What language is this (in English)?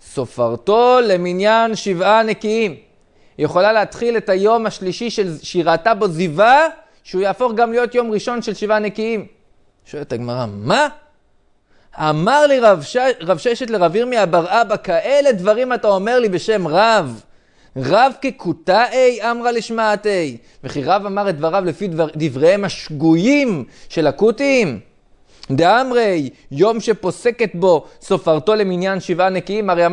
Hebrew